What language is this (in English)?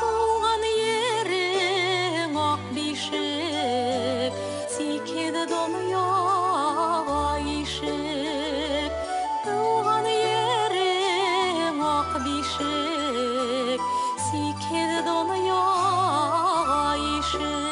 Bashkir